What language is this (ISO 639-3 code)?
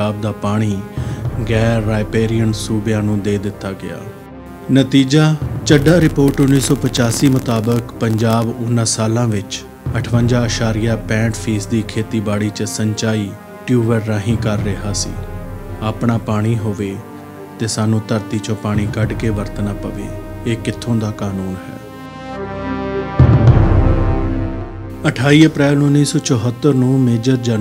pan